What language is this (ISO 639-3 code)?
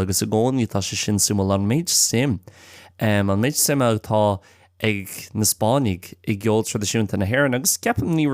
gle